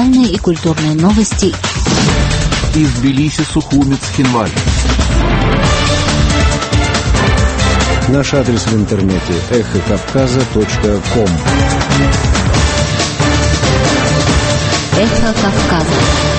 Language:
Russian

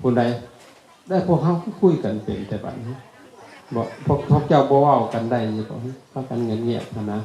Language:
Lao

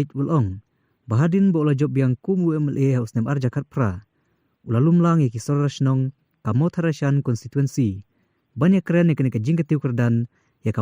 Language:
Khasi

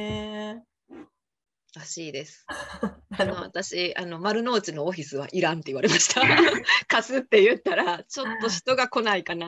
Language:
Japanese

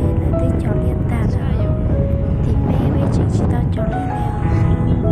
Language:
Hmong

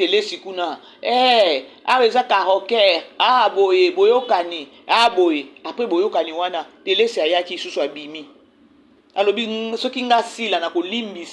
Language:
Lingala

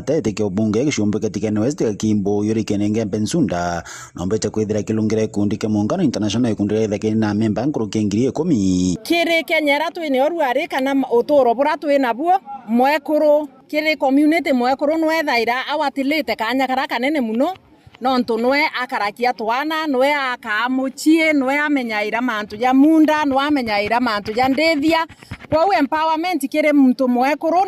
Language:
Meru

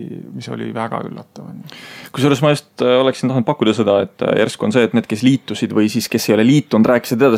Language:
Estonian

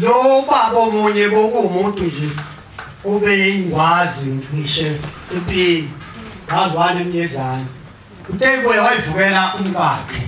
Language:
Zulu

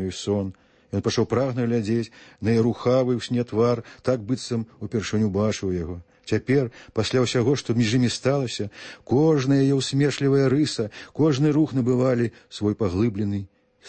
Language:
Belarusian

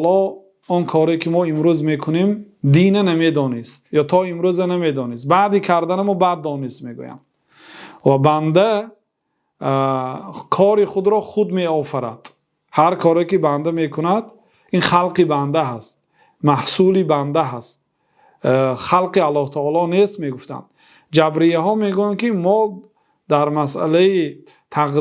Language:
Persian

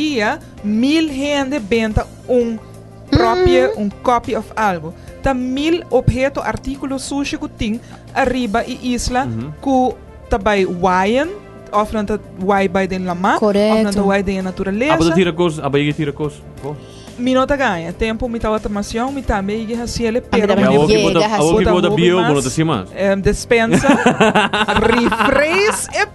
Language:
Papiamento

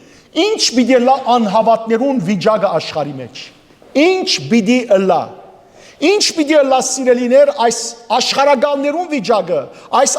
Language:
Western Armenian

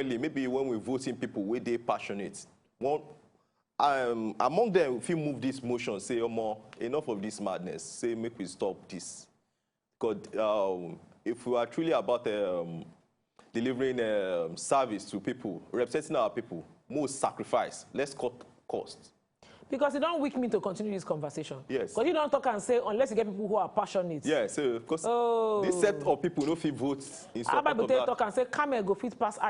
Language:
Nigerian Pidgin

